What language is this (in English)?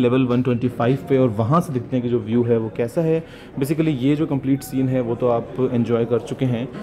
Hindi